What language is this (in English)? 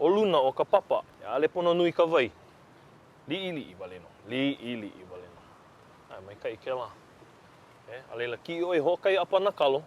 Hawaiian